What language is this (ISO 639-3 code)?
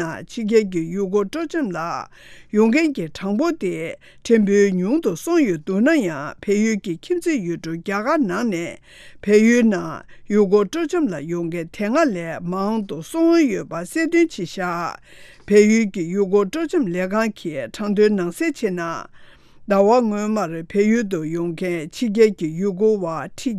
bod